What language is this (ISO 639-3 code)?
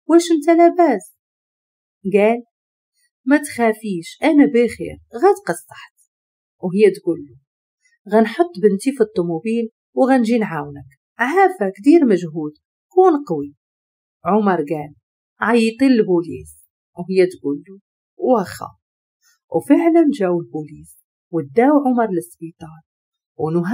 ary